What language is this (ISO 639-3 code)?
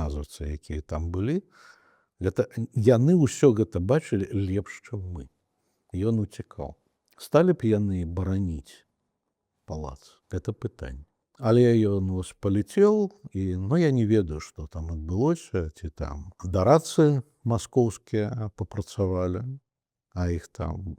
bel